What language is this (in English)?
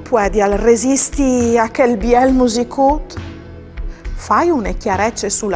Friulian